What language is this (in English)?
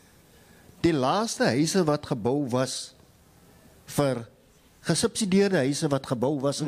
Afrikaans